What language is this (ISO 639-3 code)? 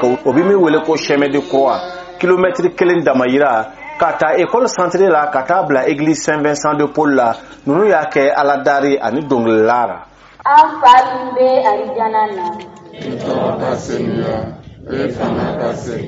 bam